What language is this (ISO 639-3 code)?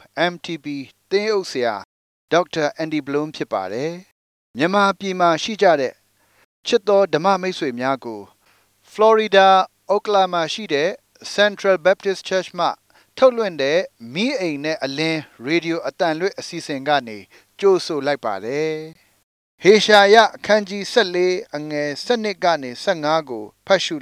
mya